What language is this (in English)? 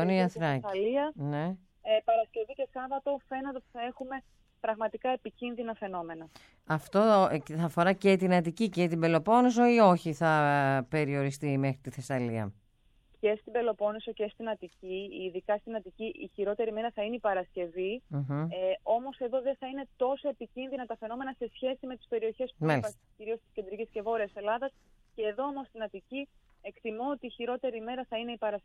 Greek